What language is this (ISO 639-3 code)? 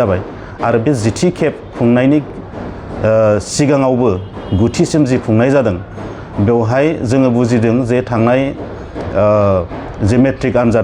brx